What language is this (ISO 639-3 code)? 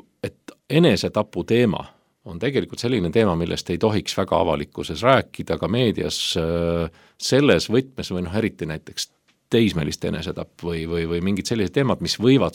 est